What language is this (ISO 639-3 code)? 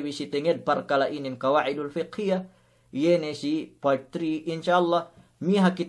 yka